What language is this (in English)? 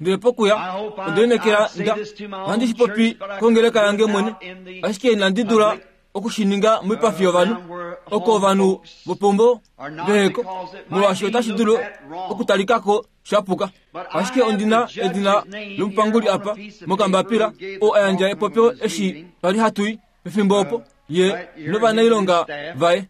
Kuanyama